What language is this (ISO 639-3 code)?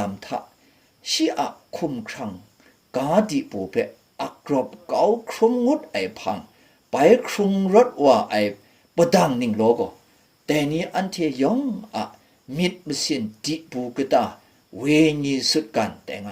kac